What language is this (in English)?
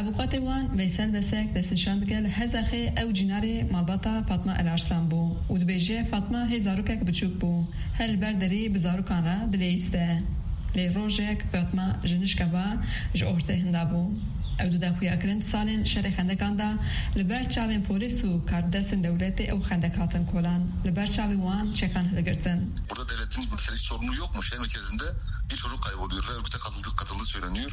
Kurdish